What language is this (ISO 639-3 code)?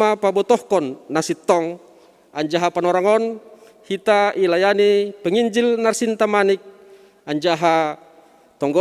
bts